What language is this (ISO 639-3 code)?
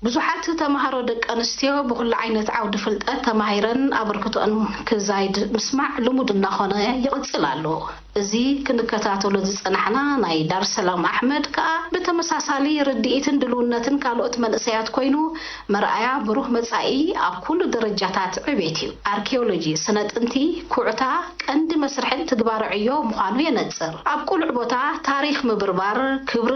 tir